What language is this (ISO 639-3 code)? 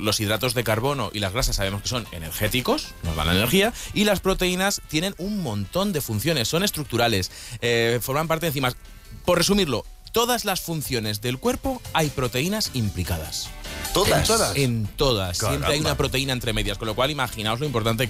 spa